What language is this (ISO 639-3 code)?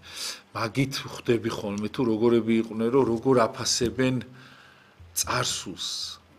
kat